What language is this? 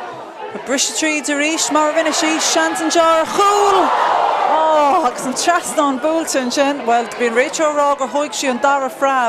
Irish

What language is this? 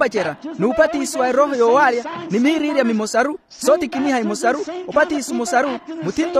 Makhuwa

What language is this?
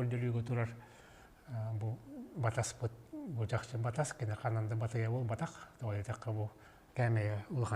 Yakut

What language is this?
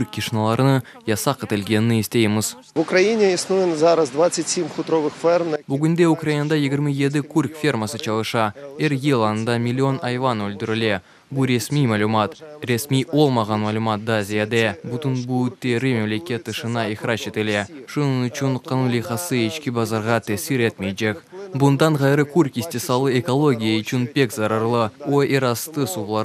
Crimean Tatar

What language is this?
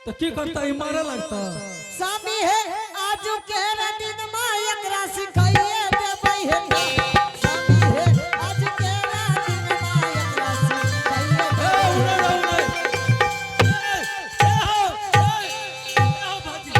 Angika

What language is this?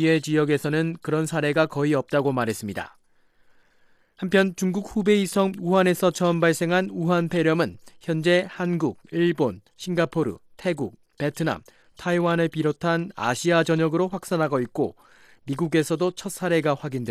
Korean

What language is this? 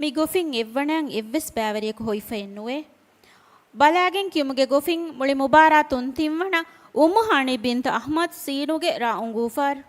Divehi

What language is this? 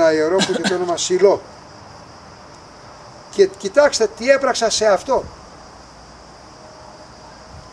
Greek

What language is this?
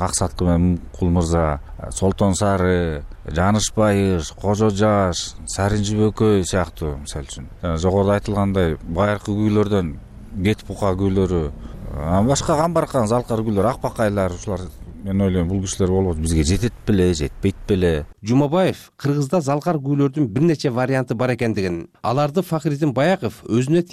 Kyrgyz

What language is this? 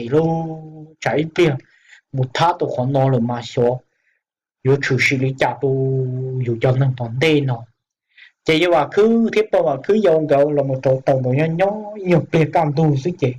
Hmong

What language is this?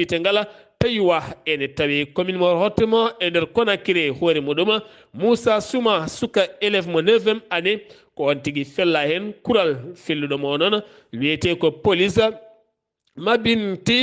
Fula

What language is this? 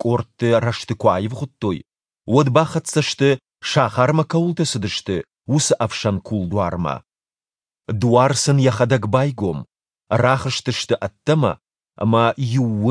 Ossetic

